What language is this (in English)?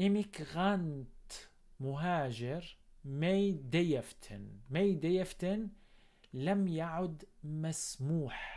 North Levantine Arabic